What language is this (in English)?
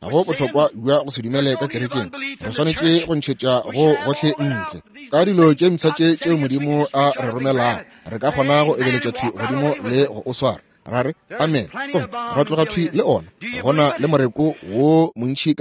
Northern Sotho